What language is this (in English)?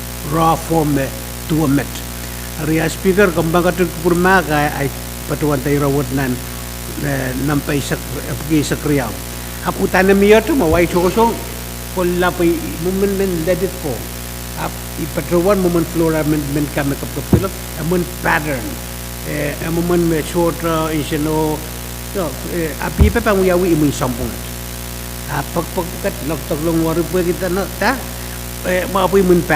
Pohnpeian